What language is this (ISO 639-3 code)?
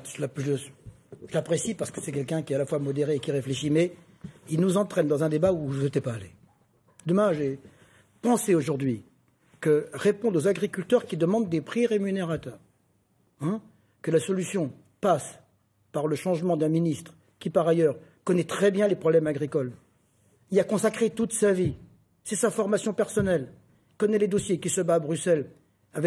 fra